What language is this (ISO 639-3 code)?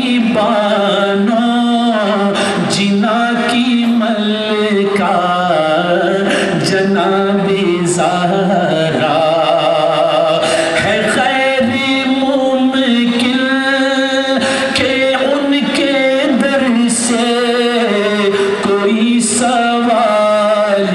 urd